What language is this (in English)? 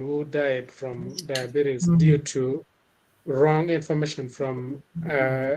Acoli